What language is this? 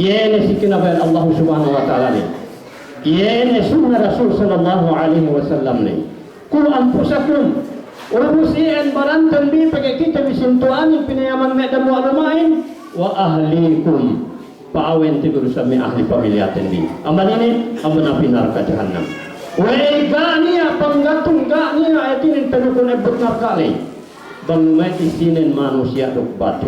Yakan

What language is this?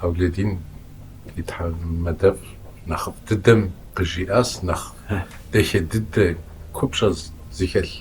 Kabardian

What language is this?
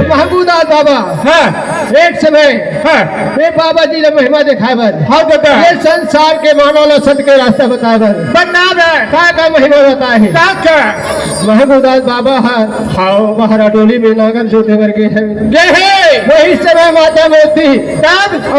Chhattisgarhi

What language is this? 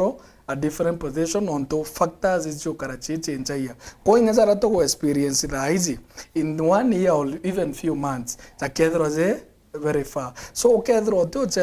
Meru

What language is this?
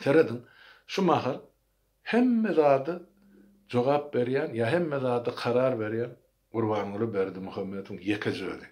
Turkmen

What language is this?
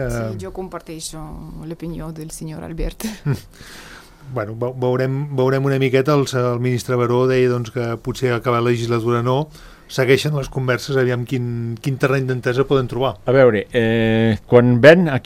Catalan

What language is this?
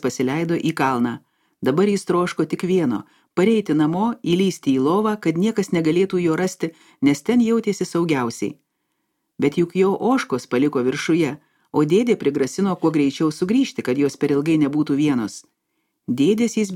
Lithuanian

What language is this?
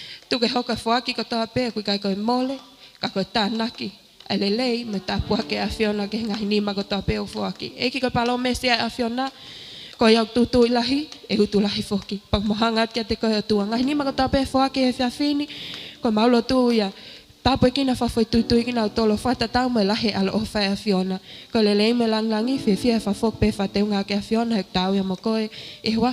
Tongan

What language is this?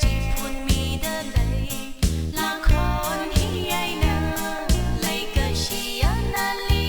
Tangkhul Naga (India)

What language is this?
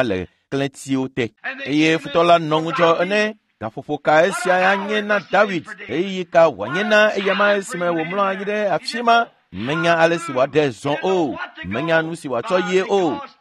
Ewe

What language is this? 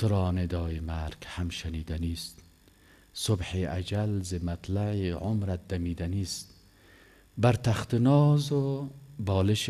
Persian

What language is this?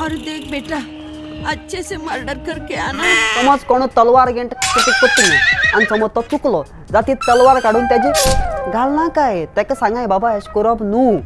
Konkani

